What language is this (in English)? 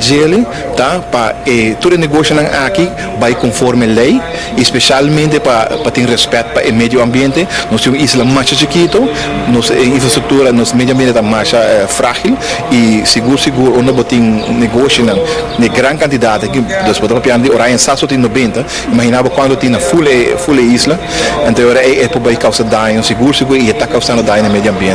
Papiamento